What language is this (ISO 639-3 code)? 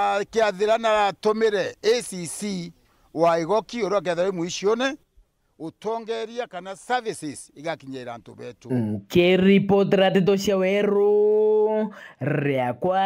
mer